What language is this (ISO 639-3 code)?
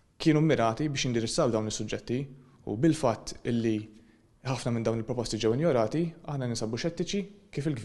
mlt